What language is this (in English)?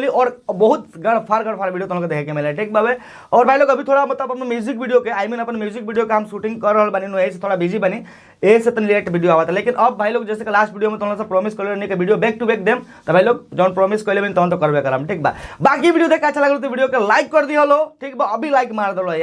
Bhojpuri